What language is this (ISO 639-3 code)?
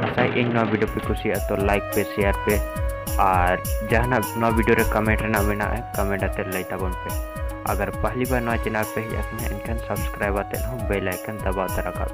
sat